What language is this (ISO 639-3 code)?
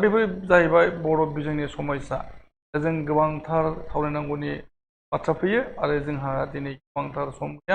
brx